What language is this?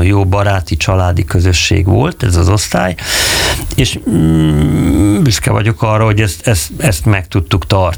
Hungarian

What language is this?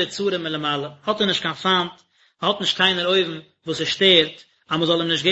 Yiddish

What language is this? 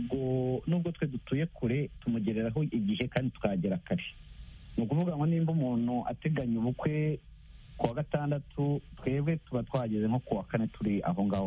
Kinyarwanda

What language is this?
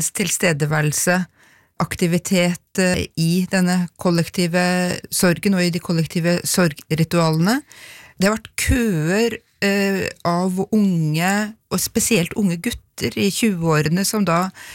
Norwegian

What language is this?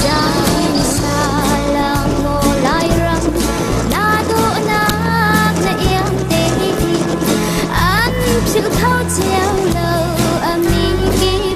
Hakha Chin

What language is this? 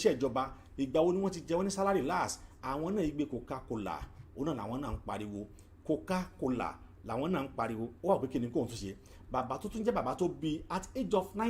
Yoruba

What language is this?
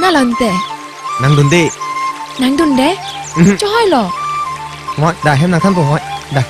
Karbi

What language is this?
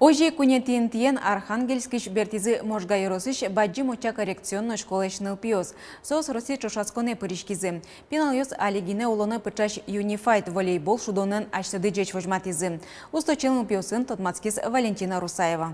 Udmurt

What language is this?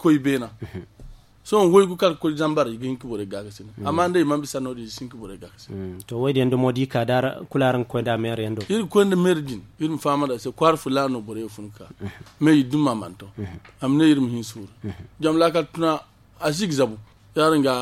Zarma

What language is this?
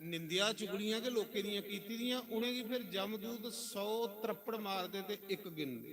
Dogri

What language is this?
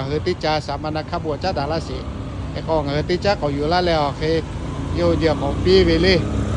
Lahu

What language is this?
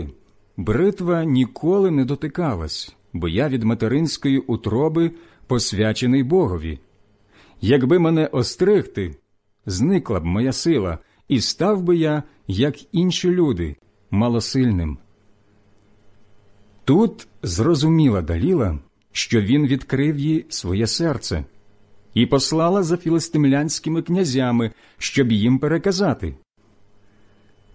Ukrainian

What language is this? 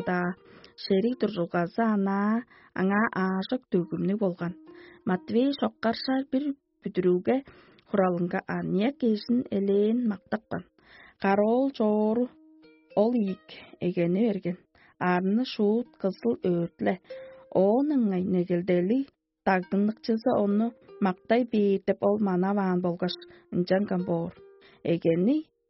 Tuvinian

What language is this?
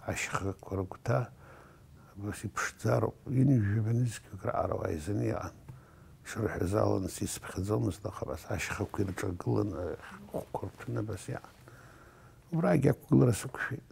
Abkhazian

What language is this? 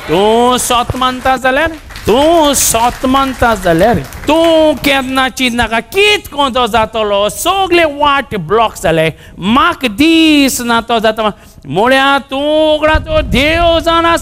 Konkani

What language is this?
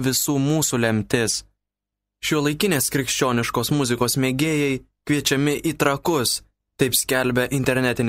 Lithuanian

